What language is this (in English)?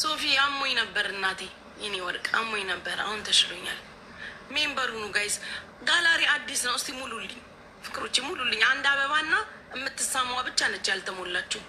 Amharic